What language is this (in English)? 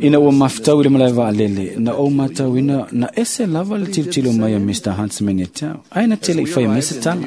Samoan